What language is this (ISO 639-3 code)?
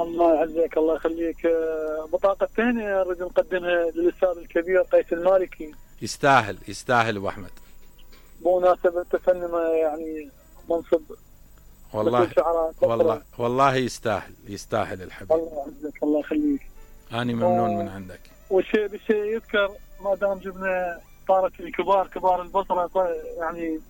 acm